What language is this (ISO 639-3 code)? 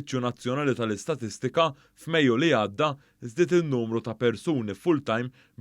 mlt